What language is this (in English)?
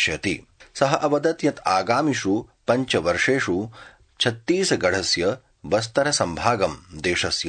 Sanskrit